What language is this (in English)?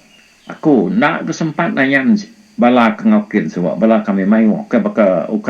Iban